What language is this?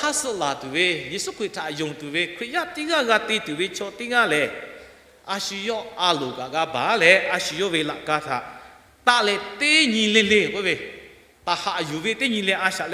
Lahu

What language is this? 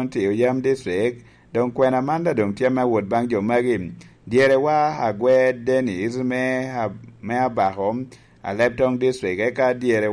Lango (Uganda)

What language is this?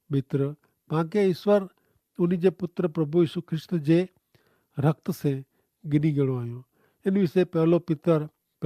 Kachhi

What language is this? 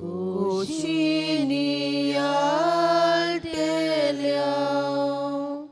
Konkani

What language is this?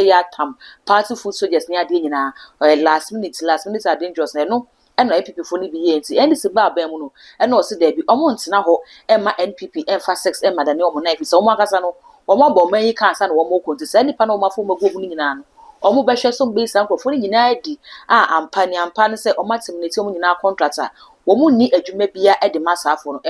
Akan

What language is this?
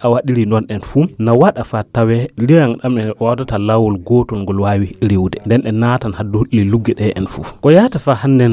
Fula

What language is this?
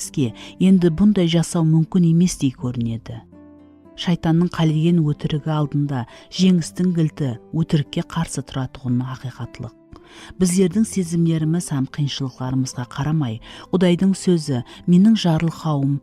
Kara-Kalpak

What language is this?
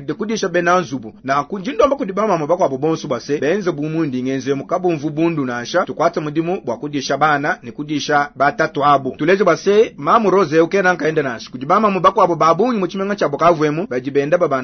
Luba-Lulua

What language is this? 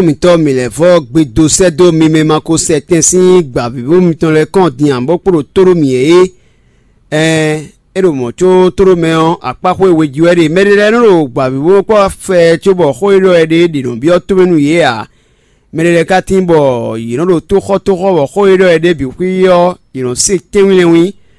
Fon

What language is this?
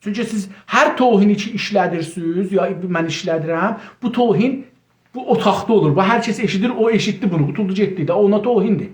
South Azerbaijani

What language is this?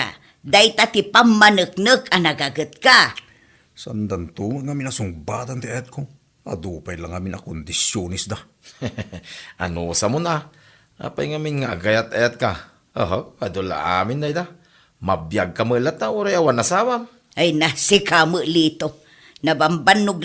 Iloko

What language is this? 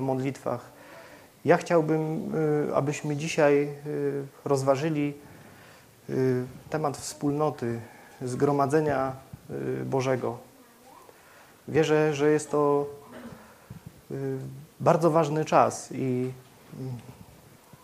Polish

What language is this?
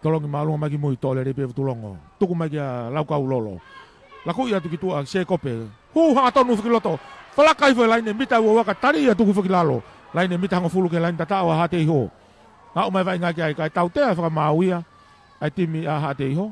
Tongan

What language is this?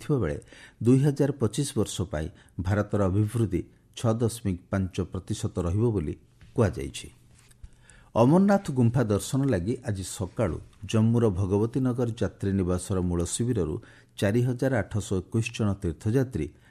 Odia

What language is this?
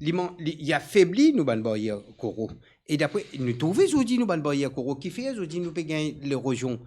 Morisyen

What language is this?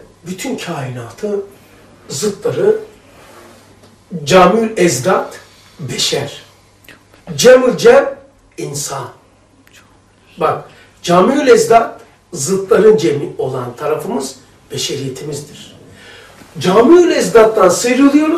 Turkish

